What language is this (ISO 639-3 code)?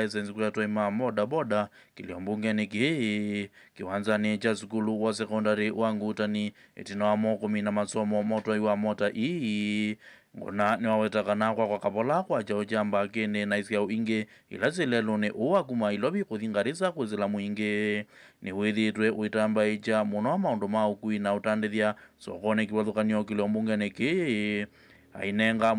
kam